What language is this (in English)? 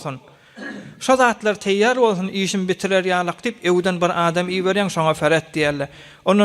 Turkmen